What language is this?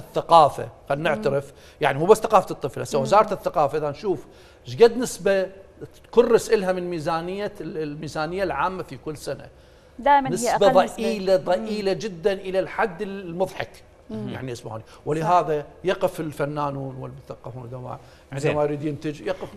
Mesopotamian Arabic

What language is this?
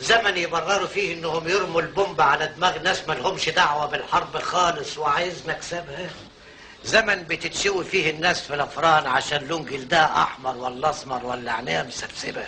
Egyptian Arabic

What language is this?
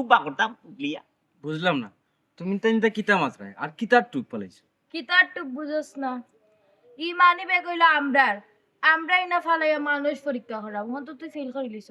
Sylheti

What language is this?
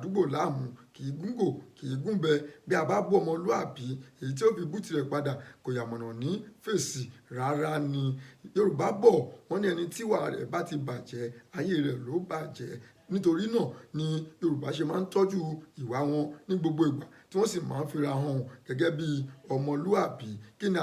Yoruba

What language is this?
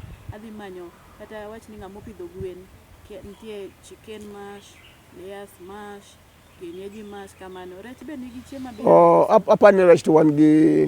Luo (Kenya and Tanzania)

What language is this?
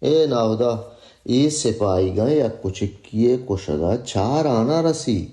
Baluchi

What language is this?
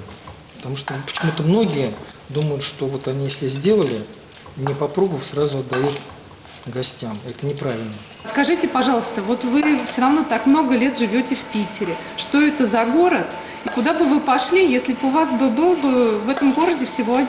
Russian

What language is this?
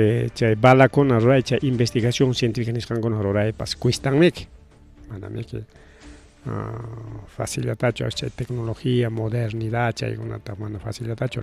Ayacucho Quechua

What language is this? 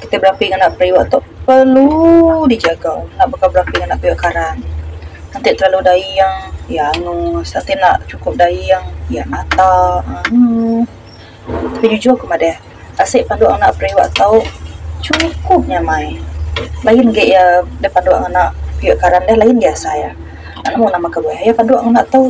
Iban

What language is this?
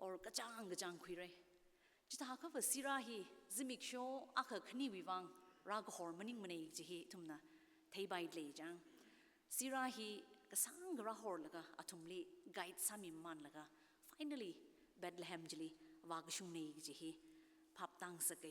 Tangkhul Naga (India)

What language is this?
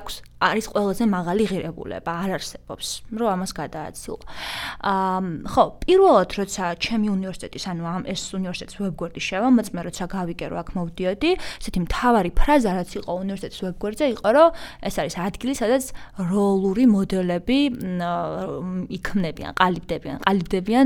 Georgian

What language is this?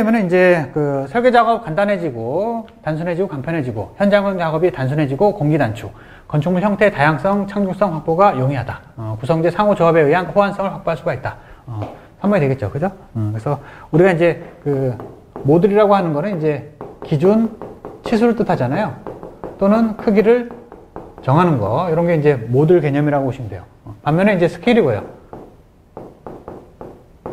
Korean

